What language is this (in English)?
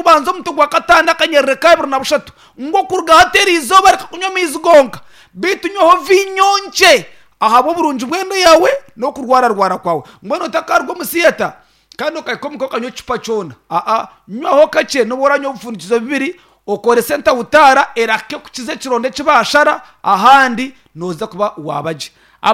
Nyankole